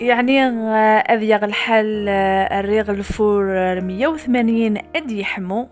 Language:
Kabyle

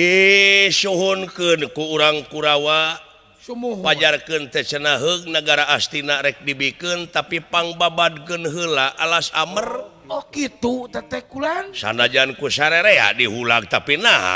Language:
Sundanese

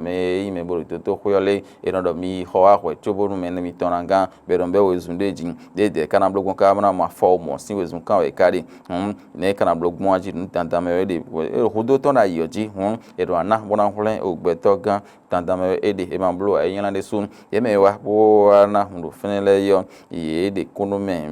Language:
Fon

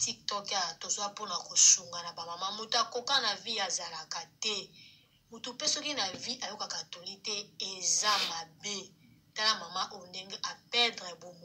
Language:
Lingala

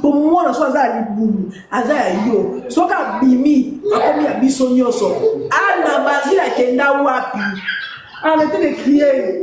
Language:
Lingala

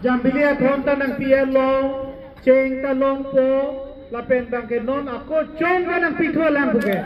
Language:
Karbi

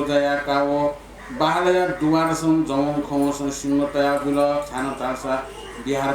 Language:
Newari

